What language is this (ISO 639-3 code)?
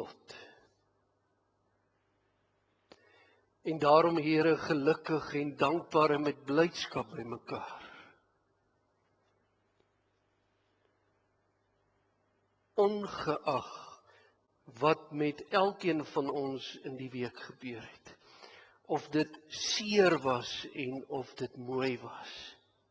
afr